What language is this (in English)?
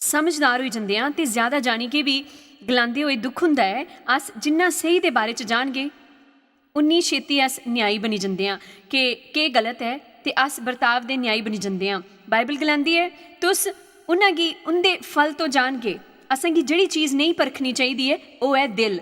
Dogri